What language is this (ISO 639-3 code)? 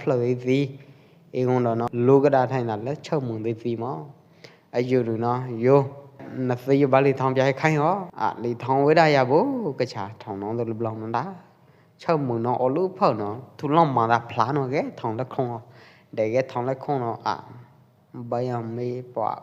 kjp